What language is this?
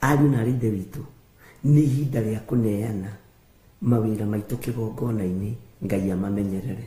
Kikuyu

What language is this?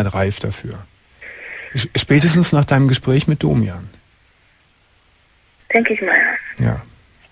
German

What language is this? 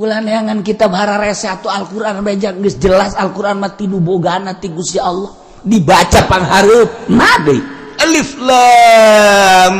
Sundanese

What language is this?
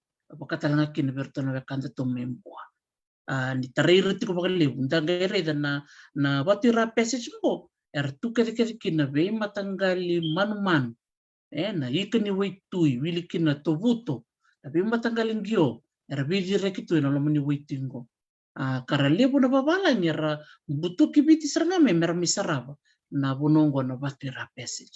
Fijian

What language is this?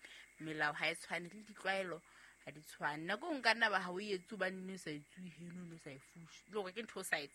Southern Sotho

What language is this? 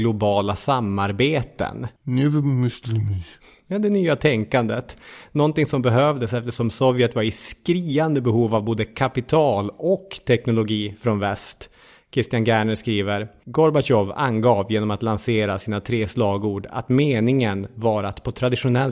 Swedish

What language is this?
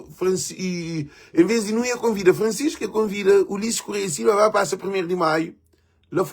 Kabuverdianu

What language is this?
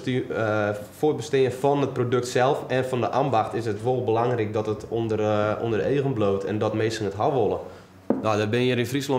Western Frisian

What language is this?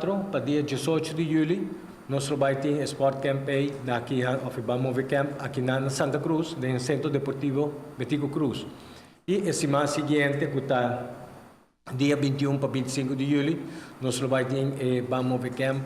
Papiamento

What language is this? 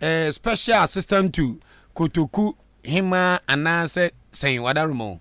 Akan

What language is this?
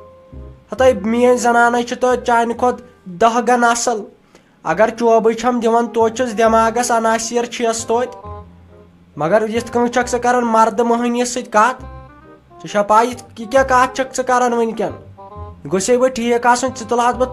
Kashmiri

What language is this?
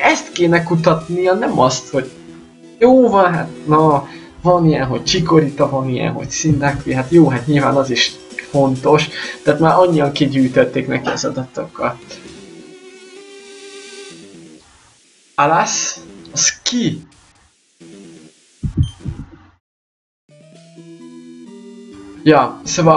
Hungarian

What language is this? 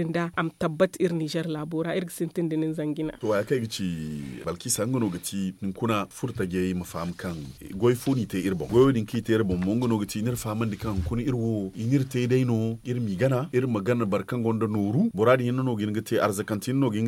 Zarma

